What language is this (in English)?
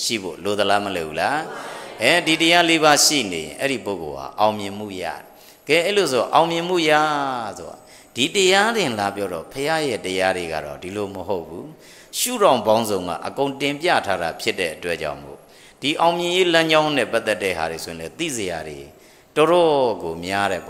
Burmese